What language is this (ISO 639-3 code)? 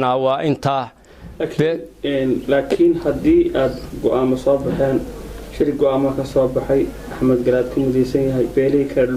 som